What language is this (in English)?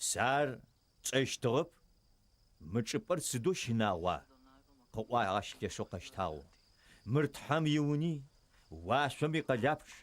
Adyghe